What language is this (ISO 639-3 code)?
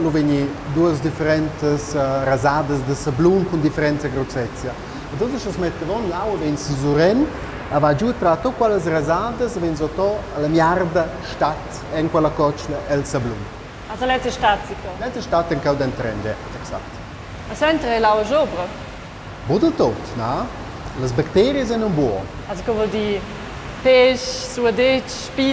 roh